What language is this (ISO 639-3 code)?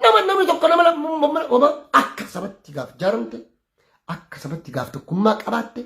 orm